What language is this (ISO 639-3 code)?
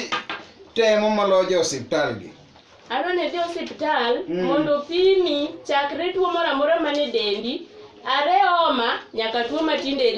luo